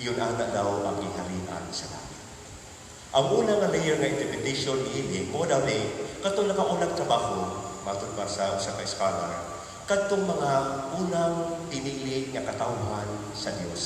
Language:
Cebuano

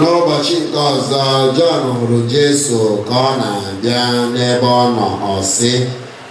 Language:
Igbo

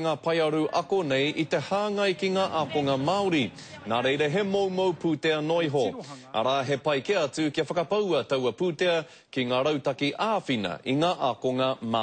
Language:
Māori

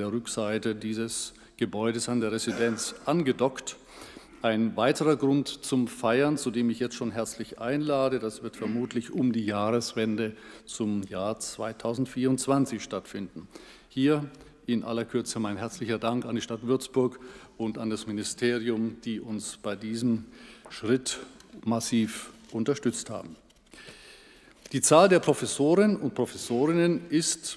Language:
German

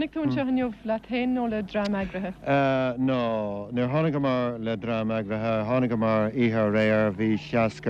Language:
Irish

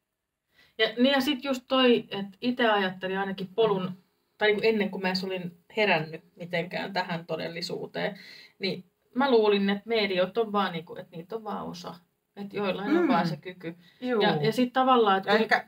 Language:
Finnish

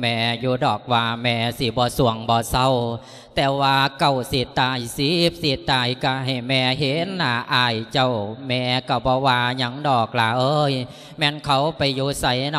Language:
Lao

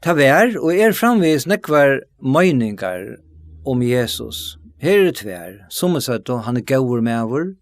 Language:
Faroese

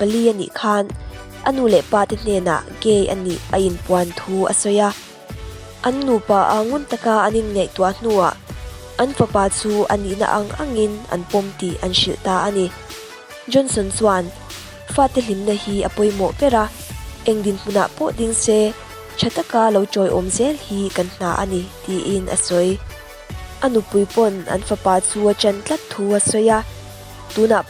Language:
Mizo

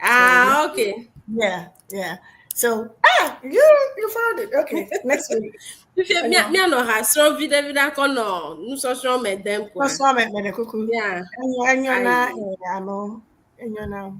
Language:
Ewe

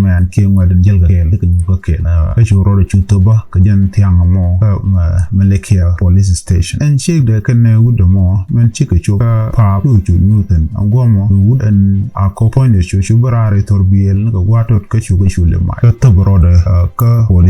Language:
Nuer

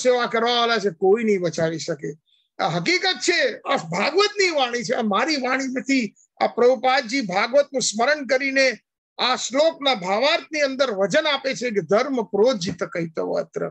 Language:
Gujarati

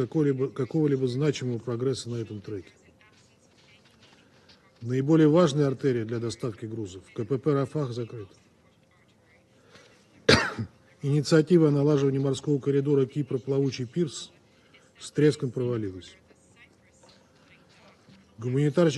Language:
Russian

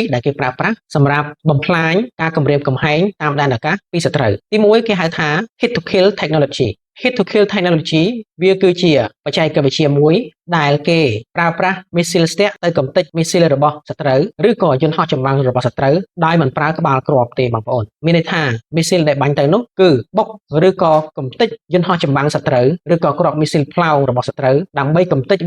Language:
Khmer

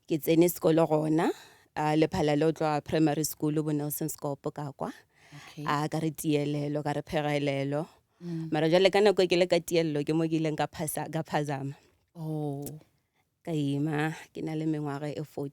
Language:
Northern Sotho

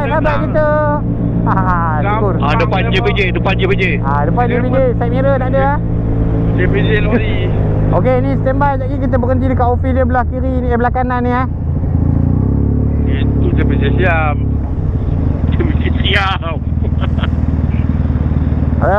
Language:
Malay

